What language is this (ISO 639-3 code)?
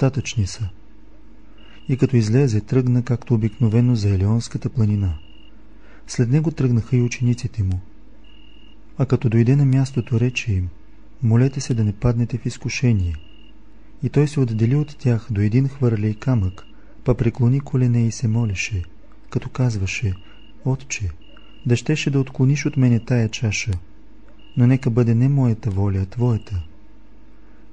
bul